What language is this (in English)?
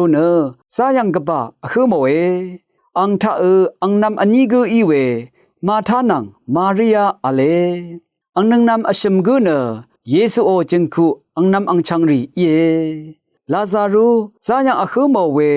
Rawang